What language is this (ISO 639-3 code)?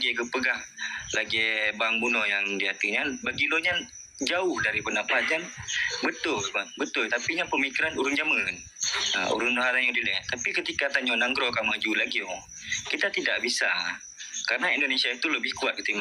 ace